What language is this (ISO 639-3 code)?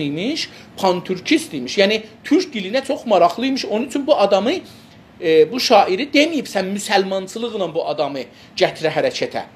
azb